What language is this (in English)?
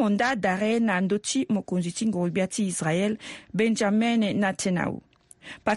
Sango